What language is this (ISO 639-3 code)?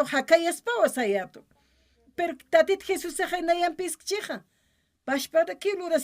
aym